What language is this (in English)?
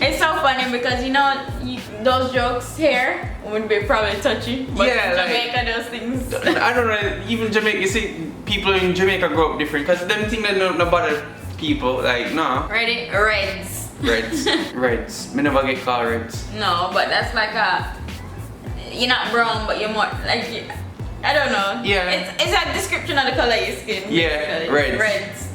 Jamaican Creole English